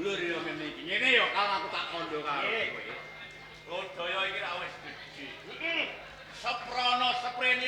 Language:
Javanese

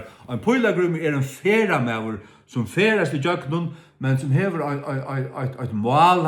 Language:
Faroese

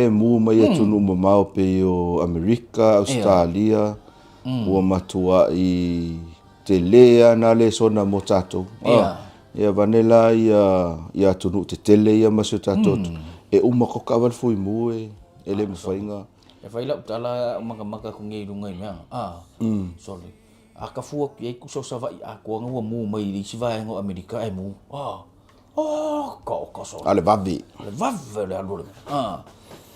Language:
Samoan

